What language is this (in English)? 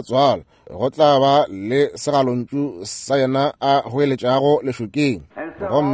Northern Sotho